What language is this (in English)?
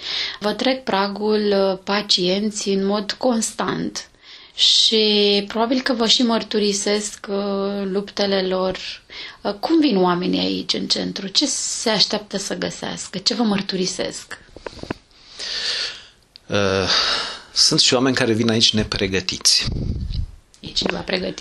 Romanian